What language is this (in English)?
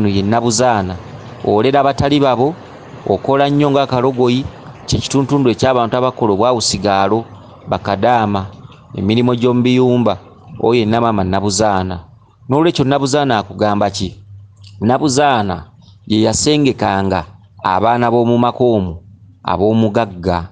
Ganda